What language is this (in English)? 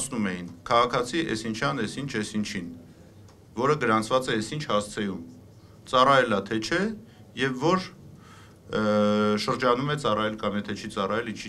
Armenian